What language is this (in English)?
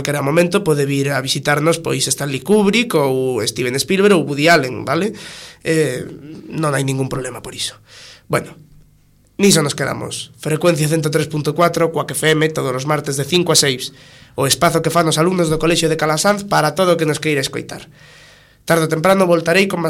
Galician